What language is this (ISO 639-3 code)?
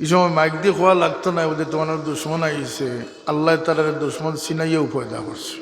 syl